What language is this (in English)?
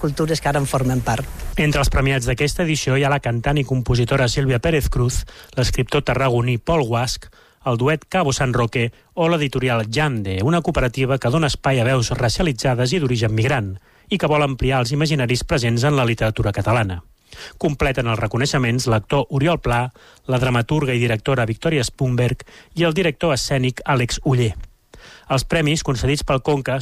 Catalan